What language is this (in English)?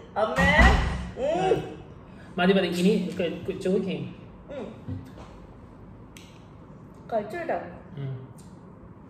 Malayalam